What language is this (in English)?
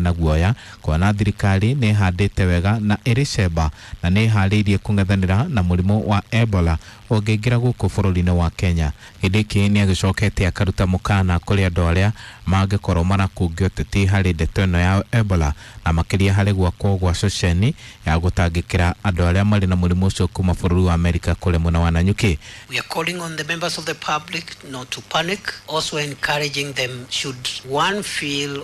Kikuyu